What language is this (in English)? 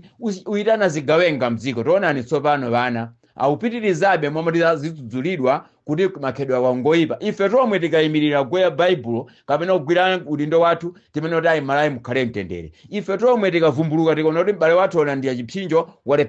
Nyanja